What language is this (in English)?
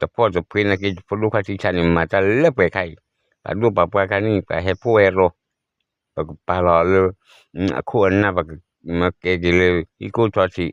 S'gaw Karen